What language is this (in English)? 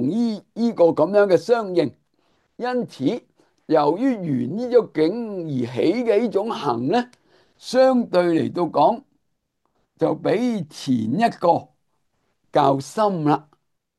Cantonese